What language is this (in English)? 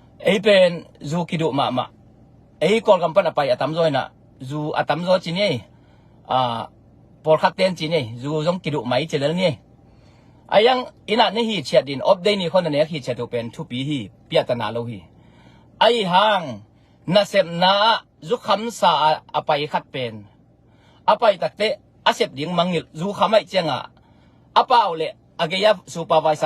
Tedim Chin